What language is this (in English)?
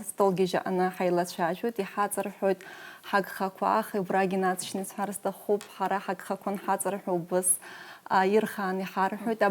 Abkhazian